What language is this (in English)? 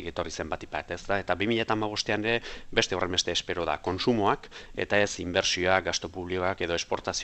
Basque